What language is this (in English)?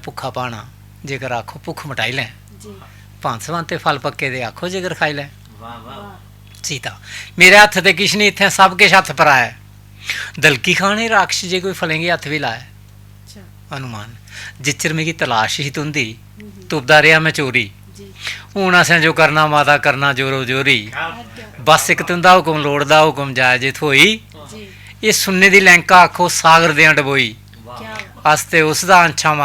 Dogri